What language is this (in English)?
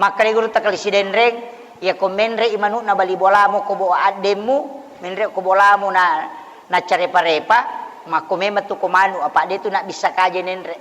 Buginese